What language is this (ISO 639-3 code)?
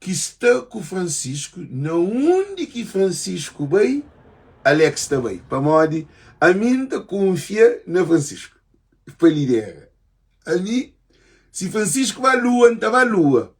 kea